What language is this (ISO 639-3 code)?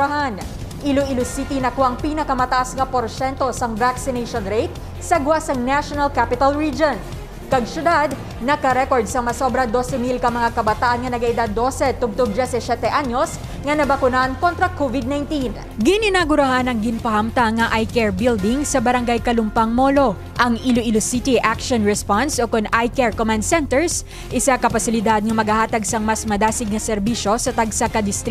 hil